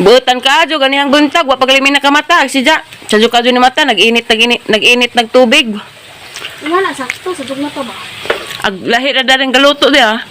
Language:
Cebuano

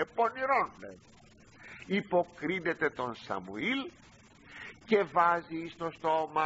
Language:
Greek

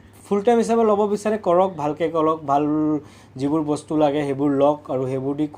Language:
Assamese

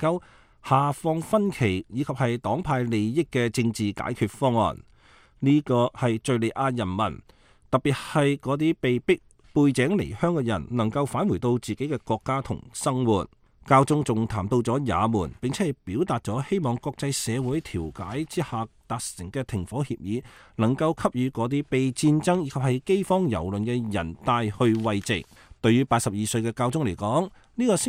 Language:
Cantonese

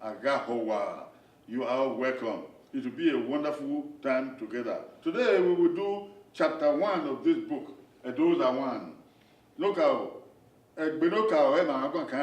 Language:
Bini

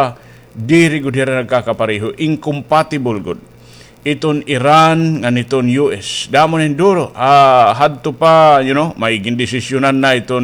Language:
Waray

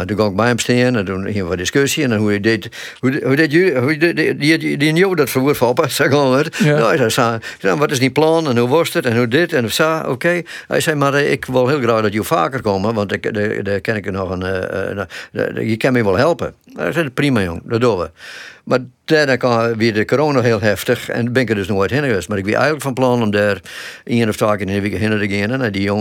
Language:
Western Frisian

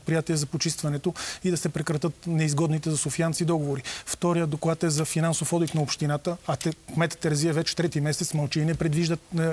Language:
Bulgarian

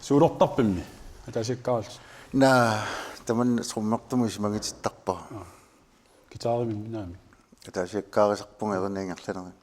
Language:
Kalaallisut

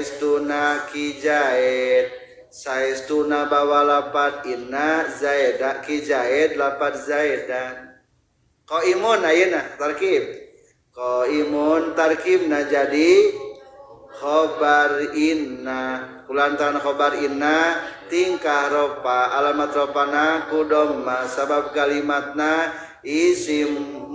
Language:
Sundanese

